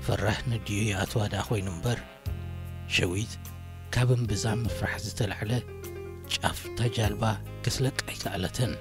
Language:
Tigrinya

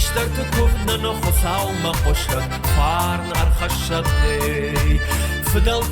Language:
Ossetic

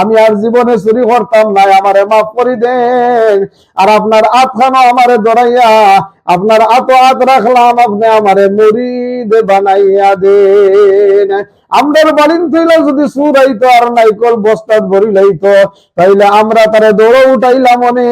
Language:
Sylheti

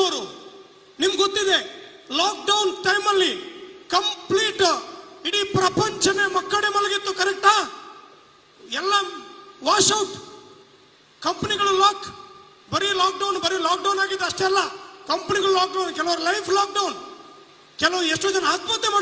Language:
Kannada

